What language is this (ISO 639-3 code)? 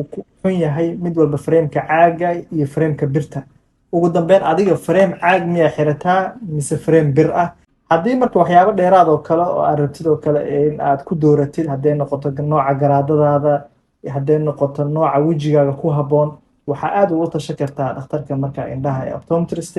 som